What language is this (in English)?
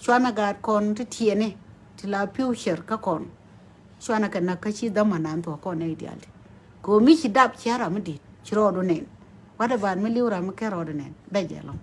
Nuer